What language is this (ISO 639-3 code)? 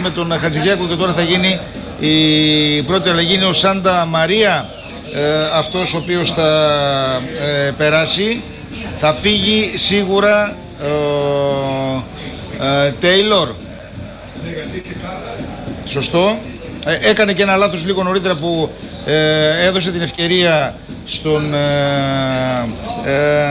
ell